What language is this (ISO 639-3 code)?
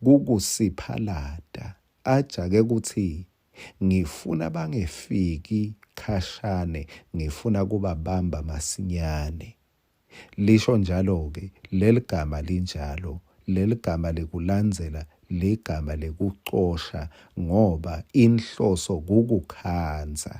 ssw